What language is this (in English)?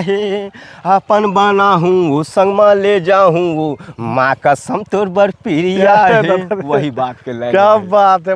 Chhattisgarhi